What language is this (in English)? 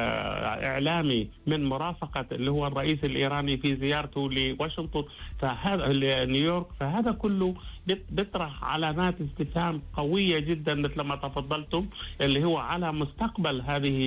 Arabic